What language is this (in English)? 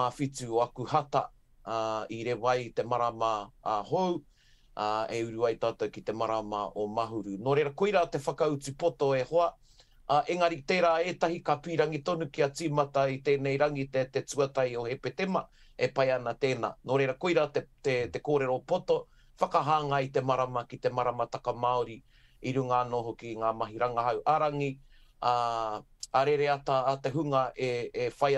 Māori